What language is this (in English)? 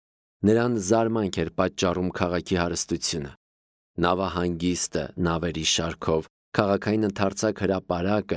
Armenian